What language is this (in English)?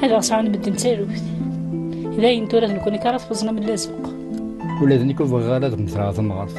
Kabyle